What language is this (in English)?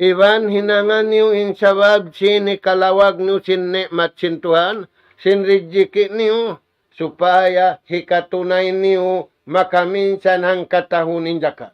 Tausug